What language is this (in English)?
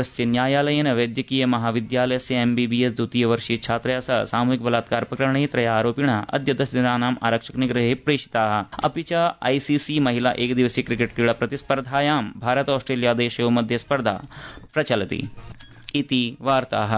Sanskrit